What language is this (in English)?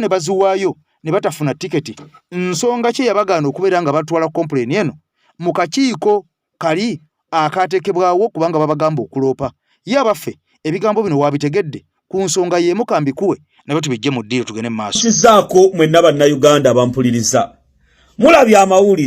Ganda